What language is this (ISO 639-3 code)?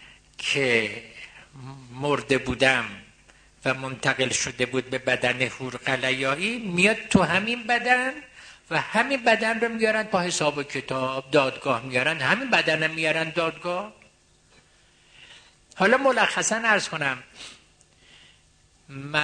fas